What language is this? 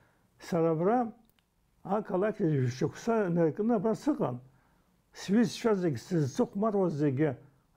Abkhazian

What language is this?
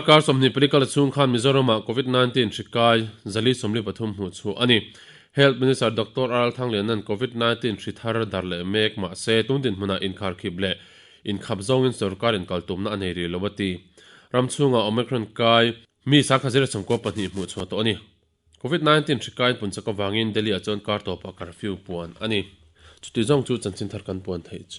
Mizo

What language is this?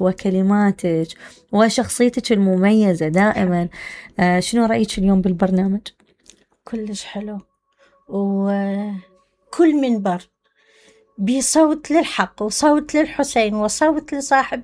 Mesopotamian Arabic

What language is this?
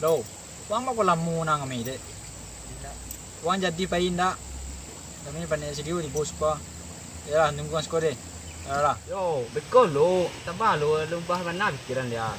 Minangkabau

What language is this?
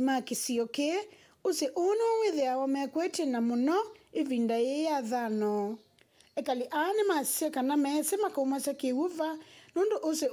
Kamba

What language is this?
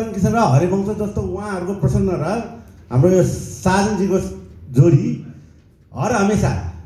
Nepali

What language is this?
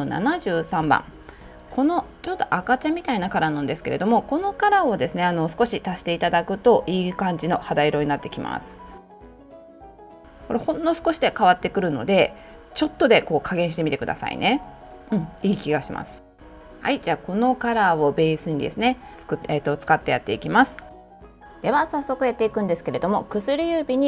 Japanese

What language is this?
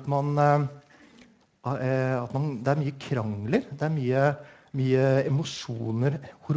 Norwegian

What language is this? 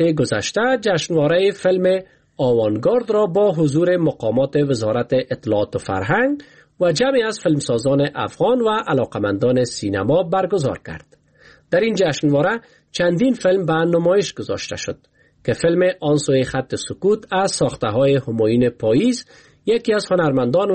Persian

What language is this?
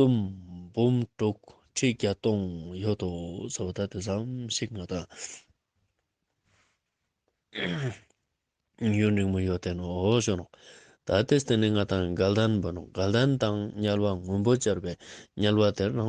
Ladakhi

